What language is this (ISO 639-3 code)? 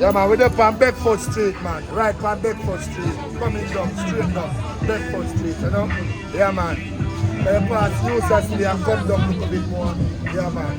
jam